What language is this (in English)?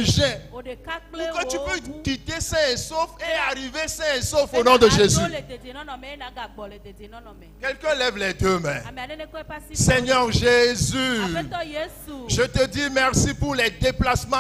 Ewe